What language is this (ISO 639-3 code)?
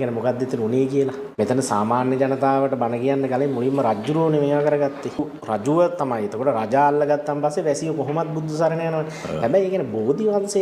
sin